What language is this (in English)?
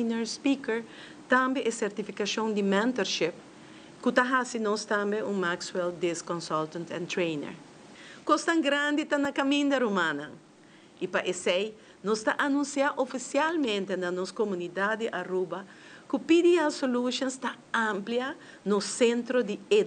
Papiamento